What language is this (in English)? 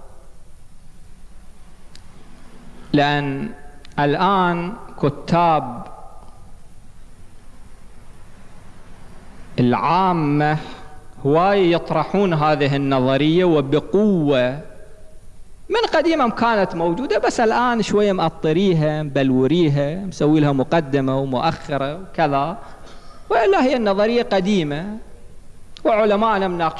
Mesopotamian Arabic